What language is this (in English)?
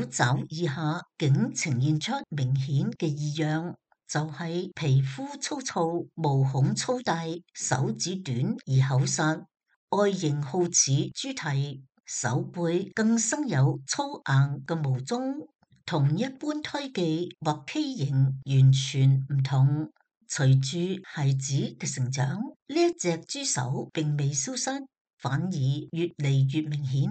Cantonese